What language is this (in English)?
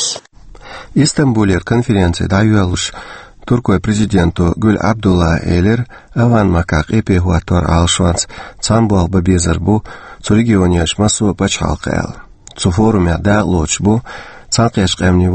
Chechen